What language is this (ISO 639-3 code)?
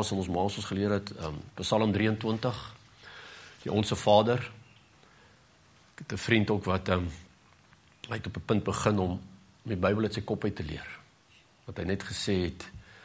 afr